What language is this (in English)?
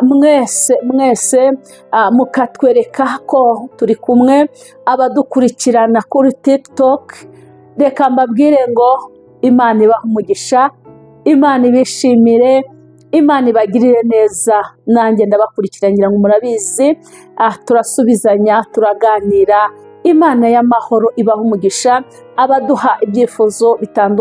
Kinyarwanda